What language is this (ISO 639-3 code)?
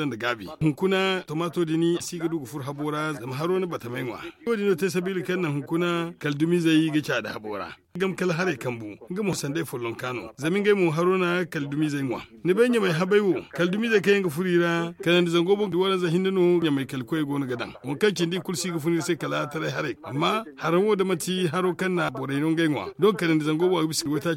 dje